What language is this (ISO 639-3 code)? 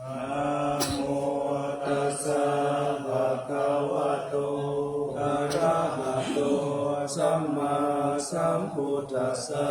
pli